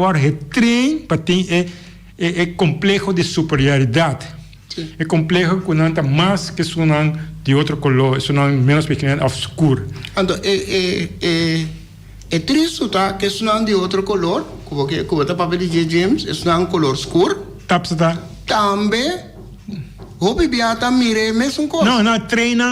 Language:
Papiamento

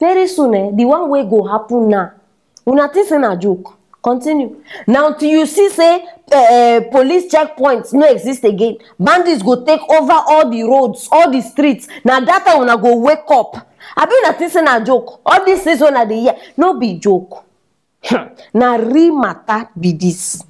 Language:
Nigerian Pidgin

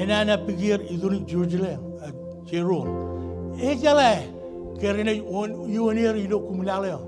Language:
Marshallese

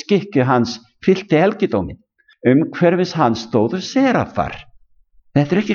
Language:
Icelandic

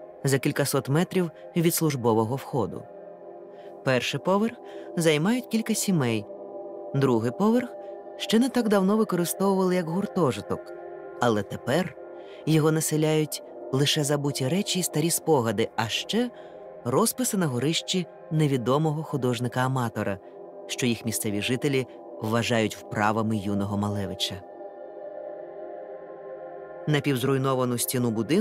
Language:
Ukrainian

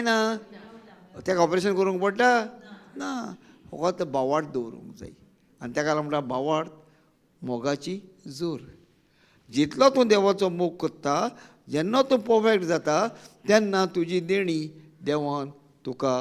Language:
Konkani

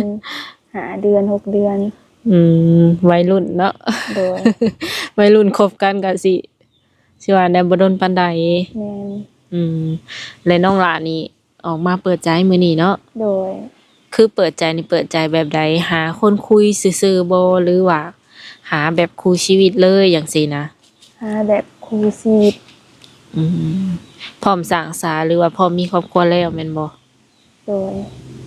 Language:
Lao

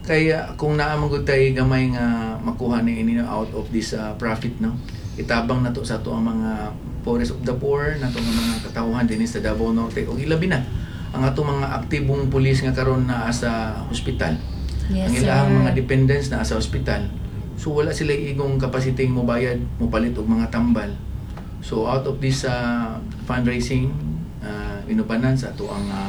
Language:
Cebuano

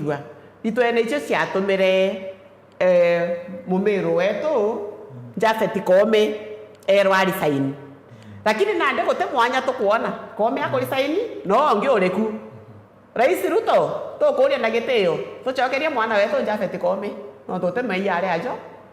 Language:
Meru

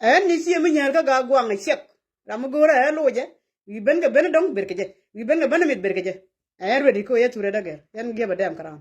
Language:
Nuer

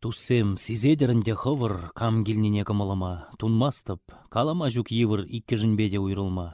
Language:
Chuvash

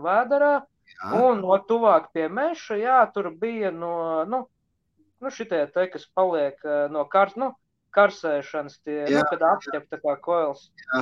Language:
Latvian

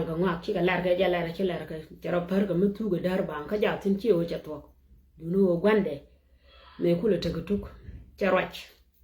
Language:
Nuer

